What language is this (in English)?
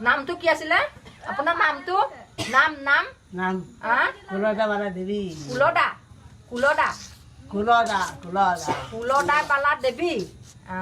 Assamese